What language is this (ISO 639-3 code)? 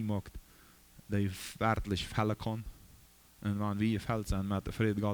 pdt